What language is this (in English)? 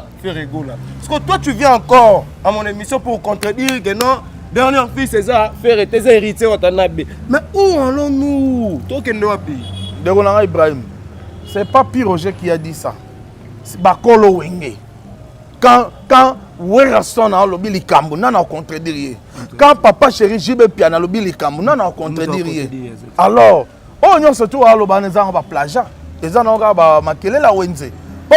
Lingala